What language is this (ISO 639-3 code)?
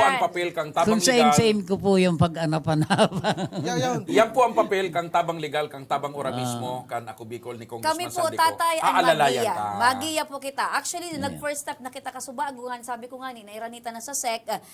bik